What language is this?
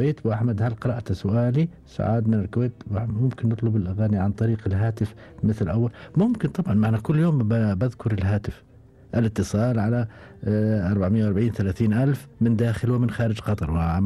Gulf Arabic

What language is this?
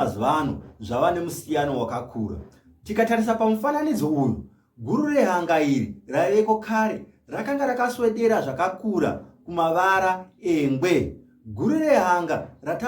Shona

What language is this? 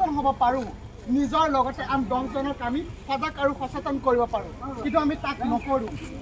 Assamese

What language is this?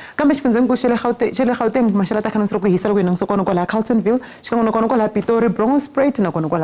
Tsonga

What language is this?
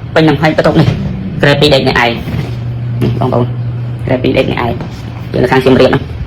Khmer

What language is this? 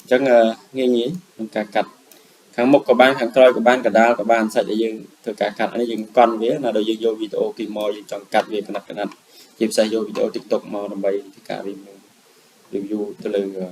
Khmer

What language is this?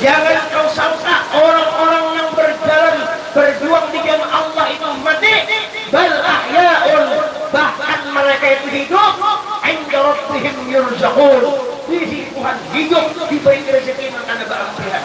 Banjar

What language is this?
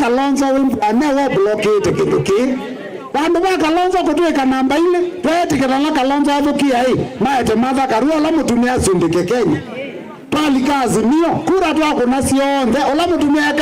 Kamba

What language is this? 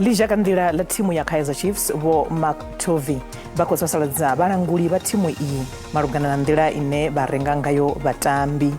Venda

